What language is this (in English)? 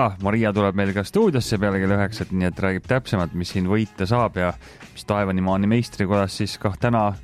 Estonian